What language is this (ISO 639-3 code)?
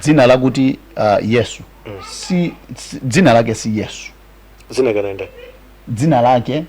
nya